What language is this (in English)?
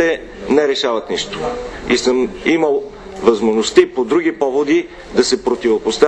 Bulgarian